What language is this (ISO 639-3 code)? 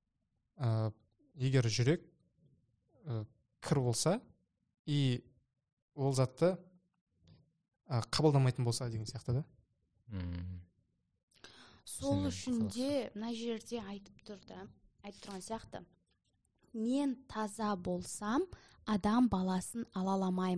kaz